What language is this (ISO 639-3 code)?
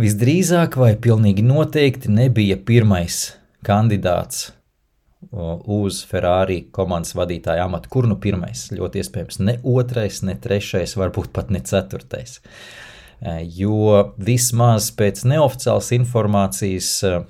lav